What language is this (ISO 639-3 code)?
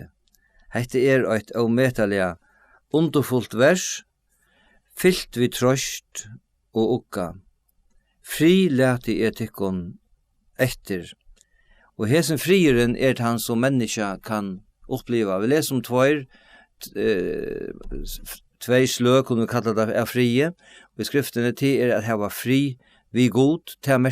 fao